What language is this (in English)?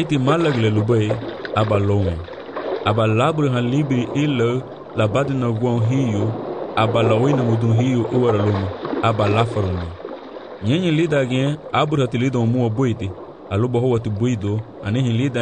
Garifuna